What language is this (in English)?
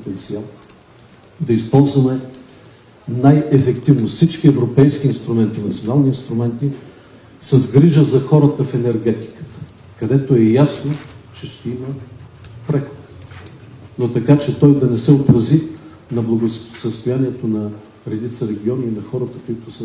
Bulgarian